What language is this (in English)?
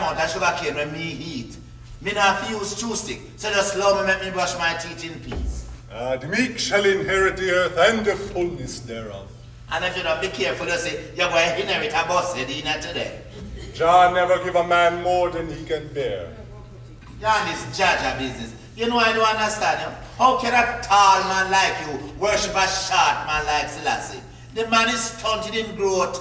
Jamaican Creole English